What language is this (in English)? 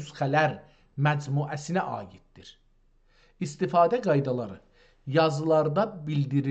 South Azerbaijani